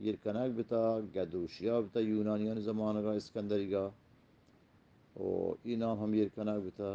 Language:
Eastern Balochi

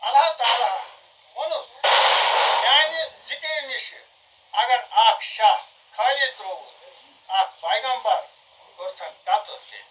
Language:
Kashmiri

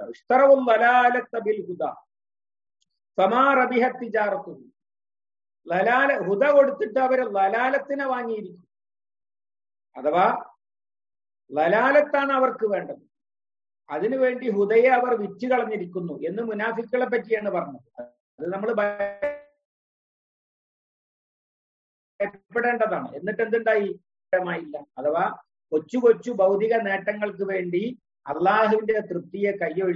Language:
Malayalam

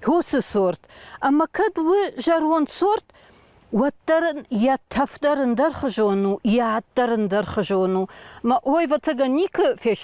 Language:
Ossetic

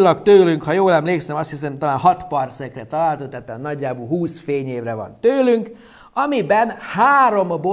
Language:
Hungarian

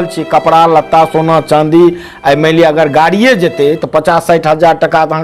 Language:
Maithili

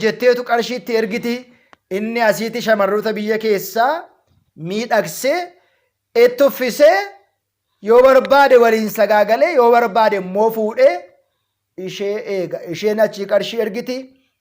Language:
Oromo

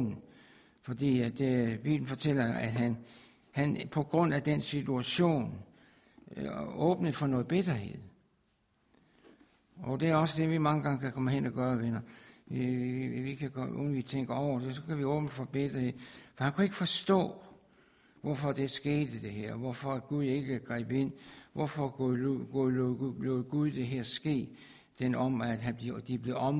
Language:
Danish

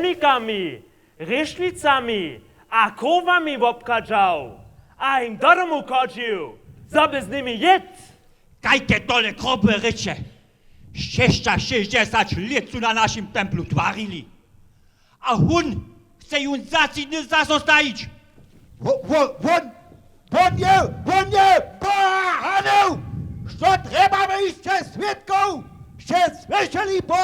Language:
Upper Sorbian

